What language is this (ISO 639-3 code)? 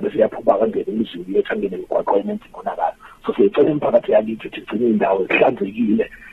zul